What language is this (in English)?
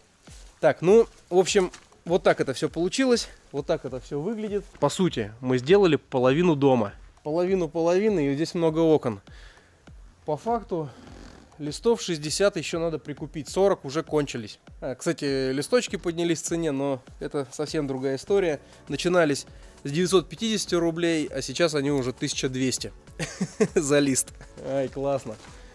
Russian